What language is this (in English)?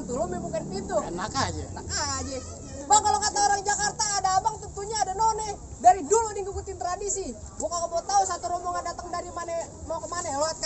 Betawi